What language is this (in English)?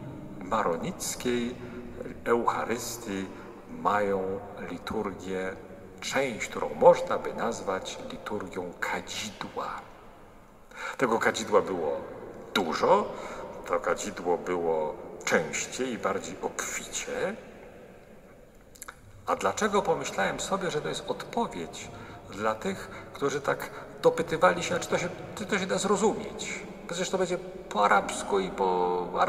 Polish